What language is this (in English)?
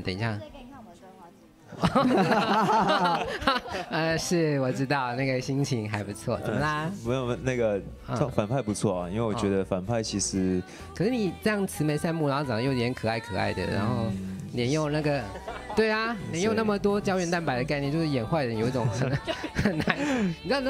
Chinese